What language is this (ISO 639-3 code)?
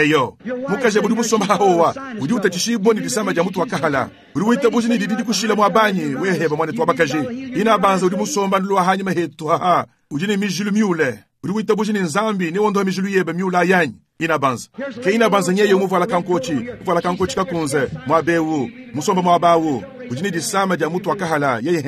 lua